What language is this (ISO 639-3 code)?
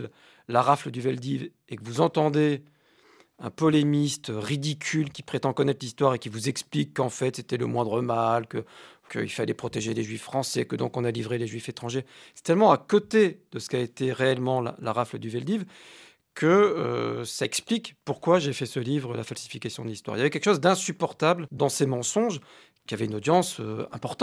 fra